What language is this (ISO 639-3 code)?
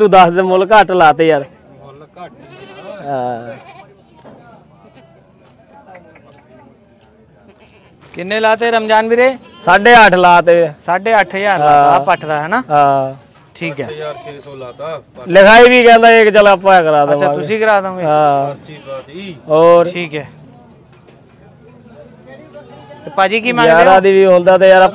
pan